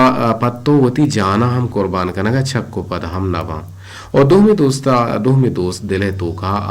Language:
Eastern Balochi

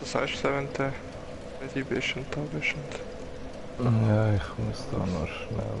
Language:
Swiss German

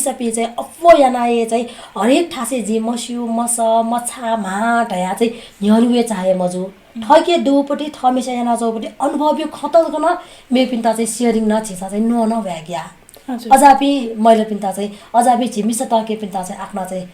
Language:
Newari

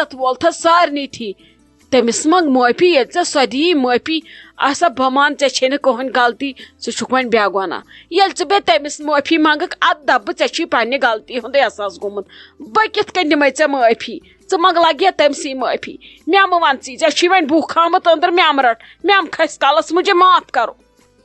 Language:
Kashmiri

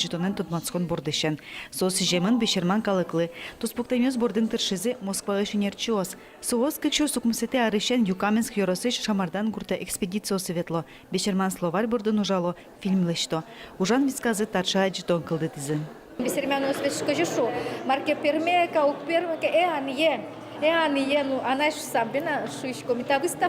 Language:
Udmurt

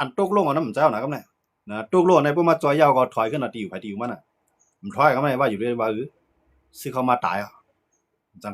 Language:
Shan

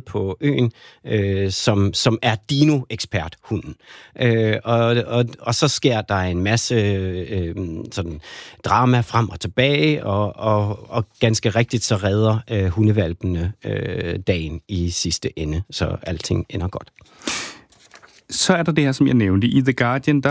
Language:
Danish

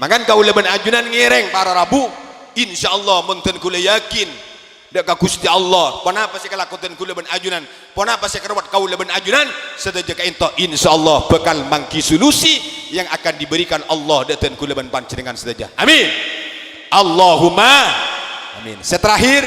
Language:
Madurese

